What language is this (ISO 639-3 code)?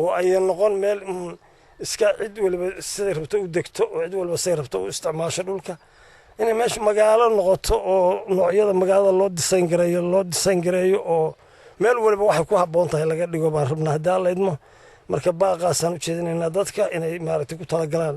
som